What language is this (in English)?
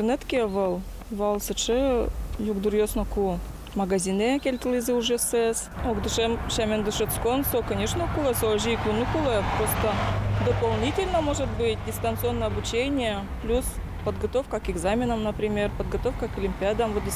Udmurt